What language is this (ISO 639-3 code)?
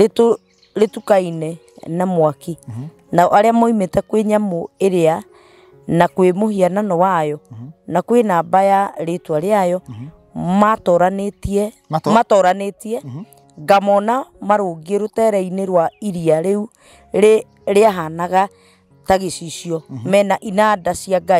kik